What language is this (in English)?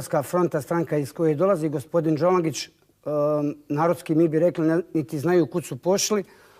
Bosnian